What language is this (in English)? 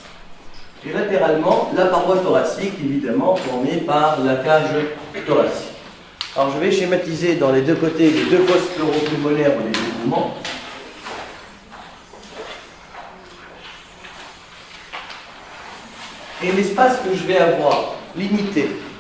French